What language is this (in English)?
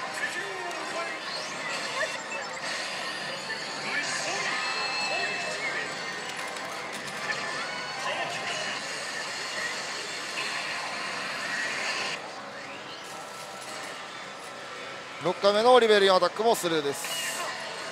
Japanese